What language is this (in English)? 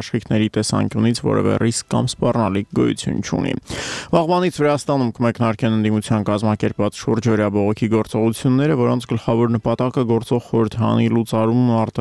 Armenian